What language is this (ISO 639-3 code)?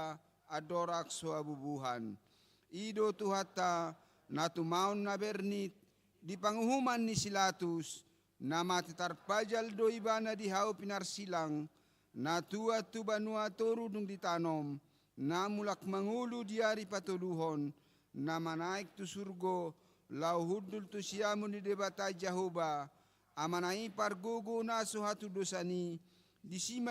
bbc